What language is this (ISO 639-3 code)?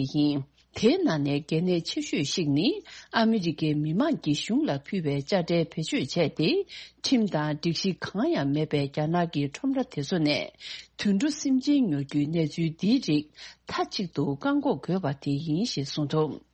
bod